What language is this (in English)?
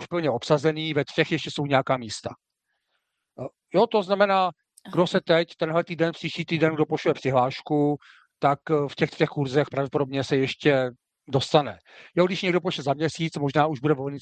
Czech